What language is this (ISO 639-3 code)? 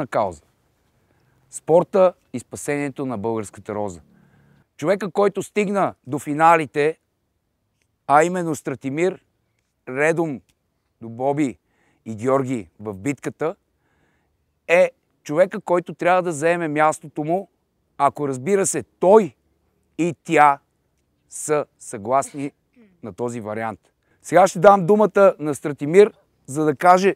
bul